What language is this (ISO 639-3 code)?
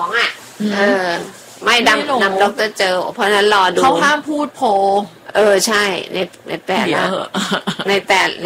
tha